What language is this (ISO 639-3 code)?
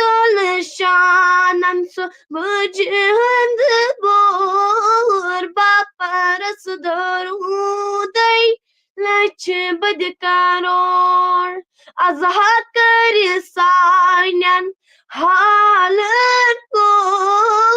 kas